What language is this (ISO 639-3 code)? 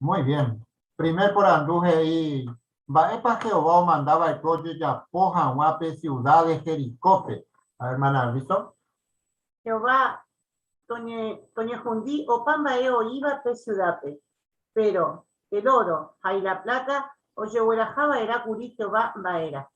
grn